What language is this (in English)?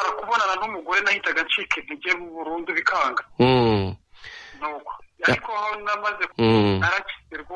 Kinyarwanda